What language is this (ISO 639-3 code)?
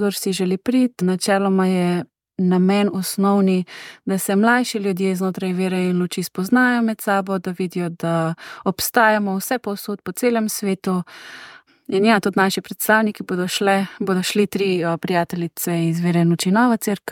slv